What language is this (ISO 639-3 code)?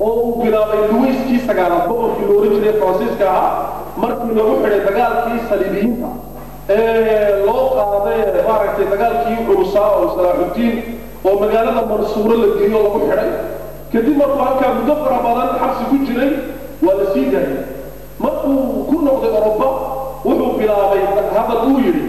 som